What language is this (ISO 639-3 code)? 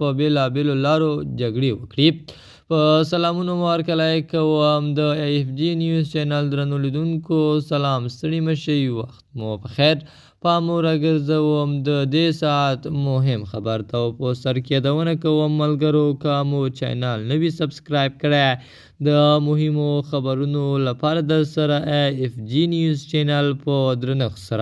pus